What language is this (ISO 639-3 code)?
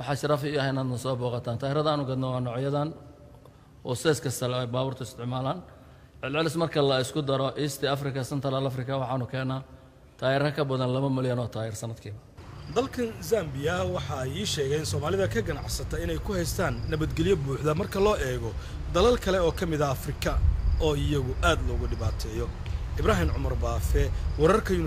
som